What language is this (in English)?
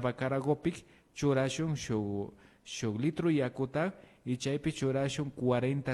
Imbabura Highland Quichua